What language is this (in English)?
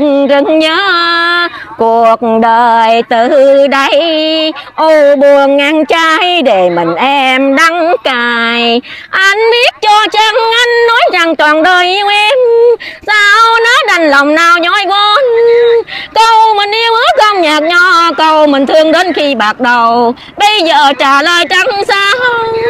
Vietnamese